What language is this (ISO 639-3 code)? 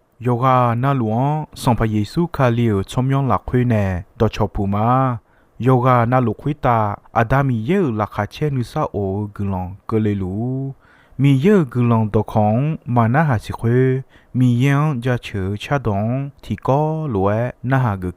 ahk